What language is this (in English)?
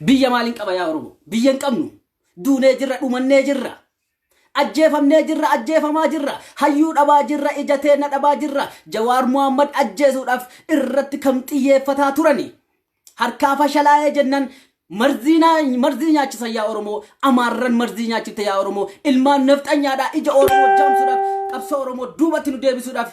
Oromo